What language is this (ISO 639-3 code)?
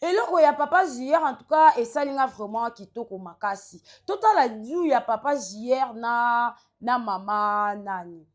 lin